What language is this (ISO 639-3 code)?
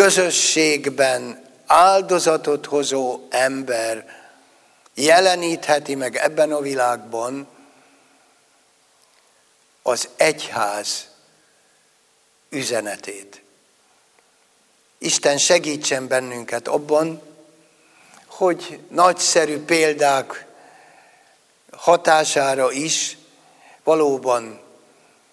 hun